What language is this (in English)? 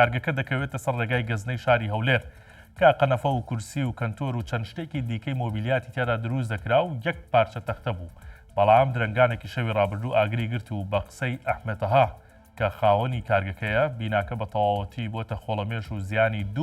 Central Kurdish